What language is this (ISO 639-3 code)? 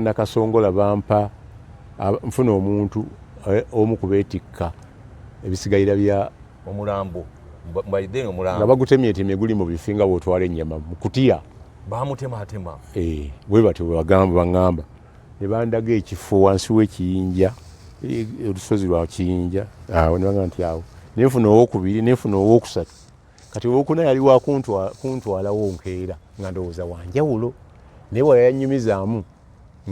lug